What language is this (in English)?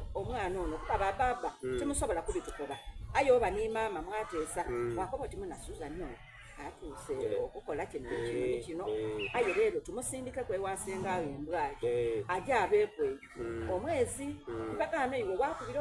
Soga